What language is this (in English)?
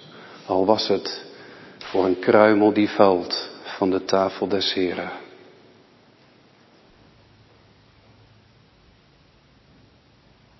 Dutch